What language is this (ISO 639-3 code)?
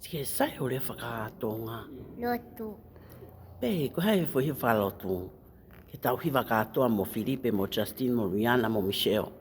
ton